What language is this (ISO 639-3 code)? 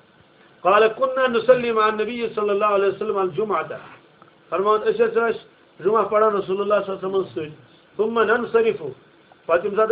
kas